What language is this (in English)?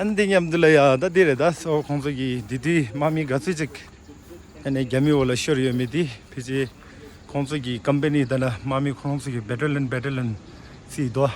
Tibetan